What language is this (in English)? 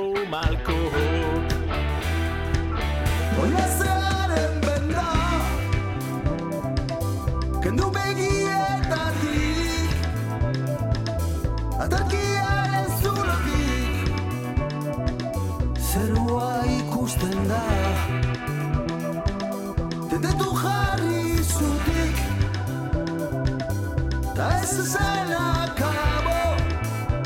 Basque